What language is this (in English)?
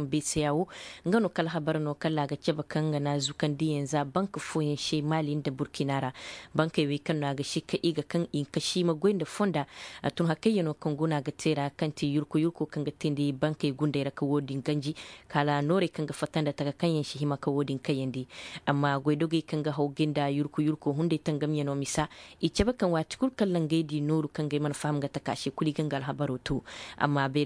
Zarma